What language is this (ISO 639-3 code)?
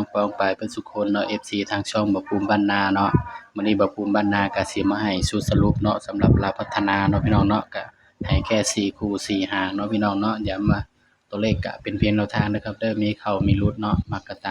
tts